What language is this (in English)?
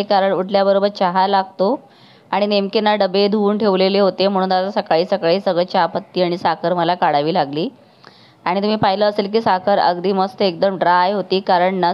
Marathi